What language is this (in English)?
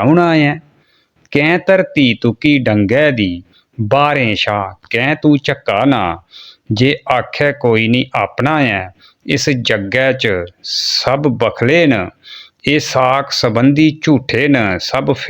Dogri